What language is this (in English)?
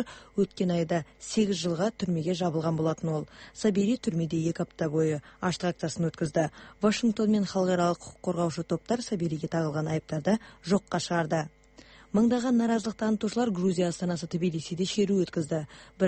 Kazakh